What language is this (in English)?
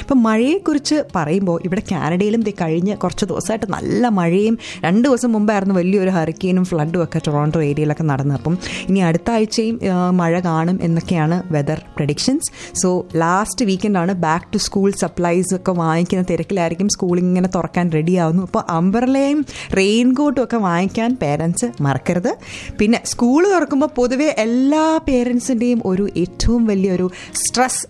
Malayalam